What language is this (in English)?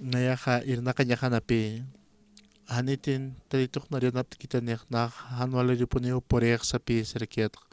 Aymara